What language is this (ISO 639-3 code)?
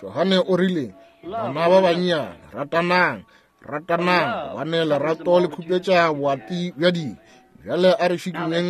nso